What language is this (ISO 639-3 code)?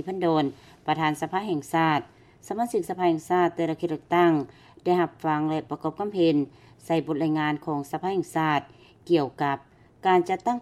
lao